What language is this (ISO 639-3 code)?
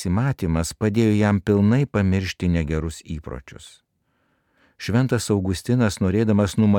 lit